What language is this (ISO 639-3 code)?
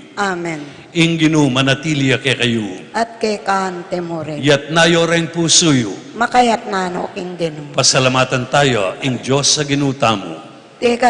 pam